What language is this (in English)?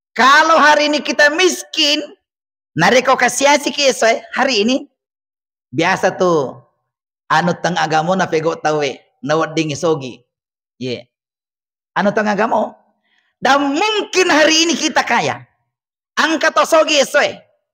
Buginese